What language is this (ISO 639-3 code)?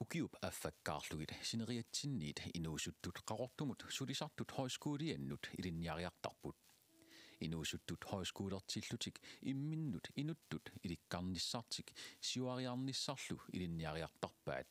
kal